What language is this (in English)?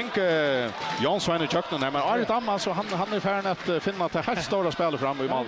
Faroese